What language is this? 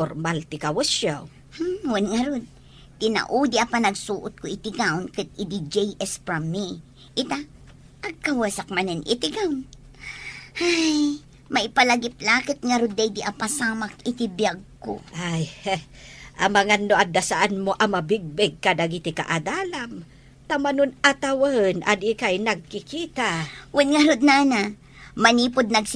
Iloko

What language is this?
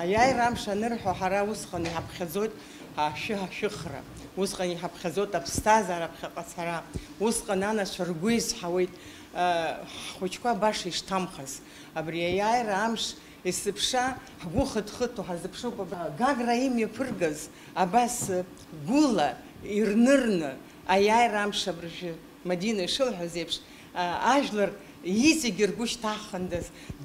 Abkhazian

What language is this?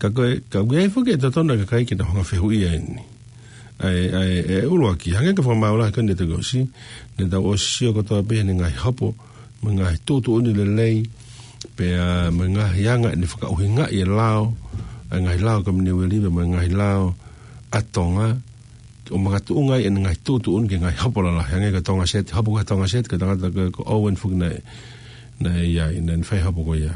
Tongan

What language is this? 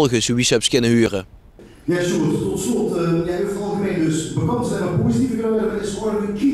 Limburgish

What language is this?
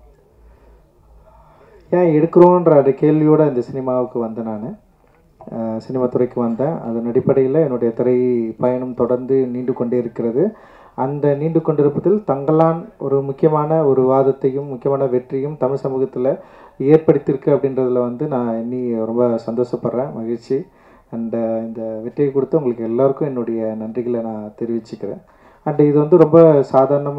Tamil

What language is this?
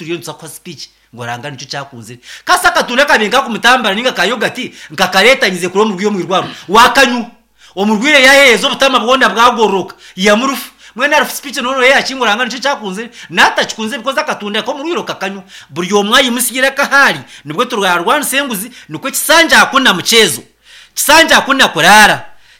Nyankole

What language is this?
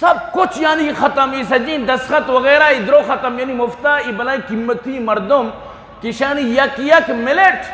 Eastern Balochi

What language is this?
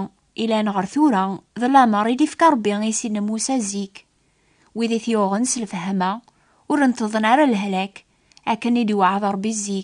Kabyle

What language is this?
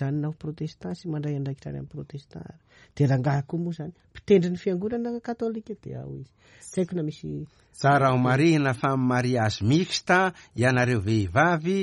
Malagasy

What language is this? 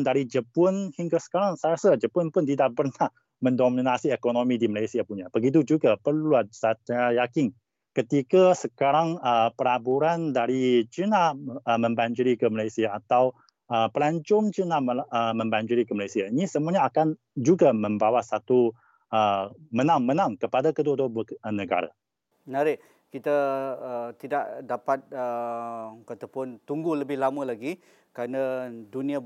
Malay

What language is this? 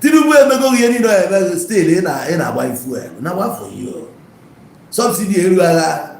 Igbo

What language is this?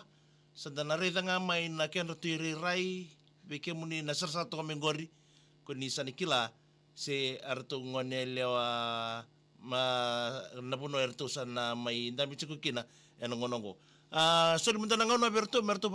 Fijian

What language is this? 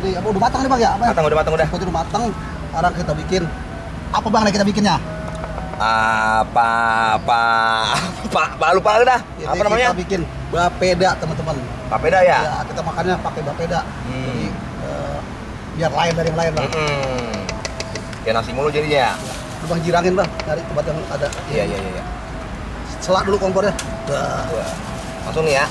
Betawi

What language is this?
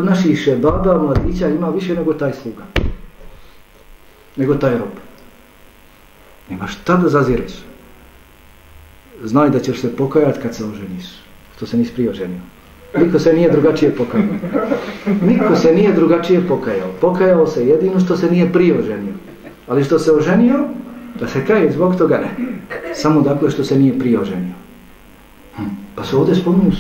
Bosnian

